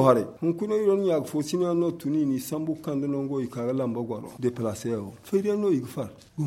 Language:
Zarma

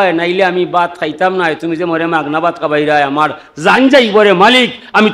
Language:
Sylheti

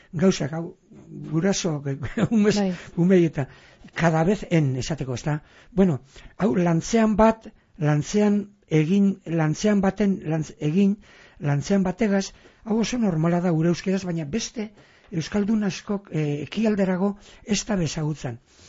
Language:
Basque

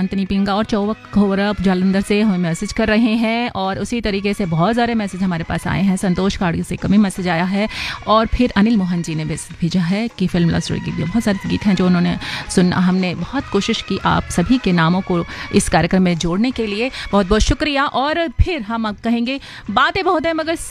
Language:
Hindi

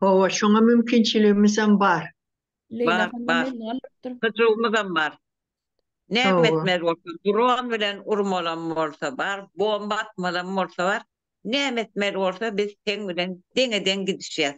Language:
Turkmen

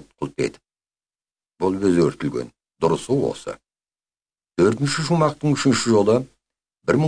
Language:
Kazakh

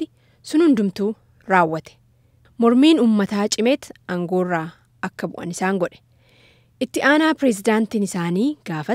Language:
Oromo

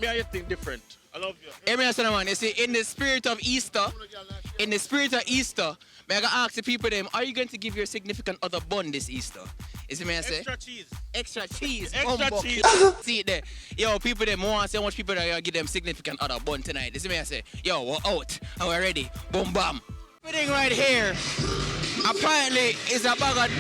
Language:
Jamaican Creole English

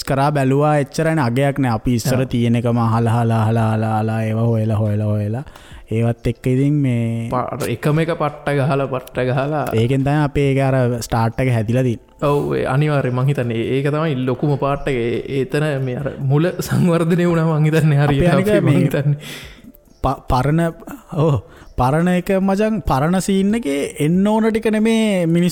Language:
Sinhala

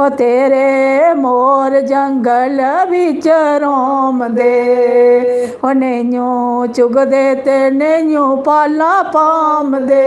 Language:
Dogri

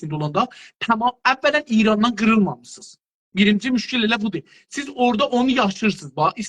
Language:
South Azerbaijani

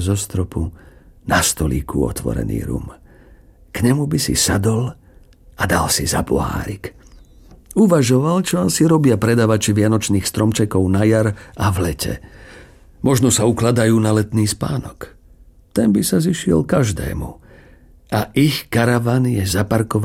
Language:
Slovak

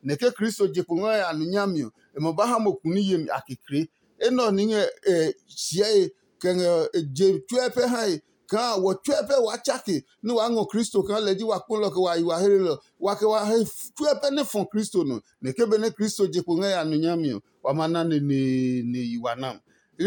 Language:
Adangme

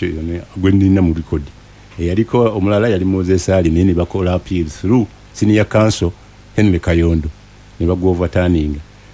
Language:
Ganda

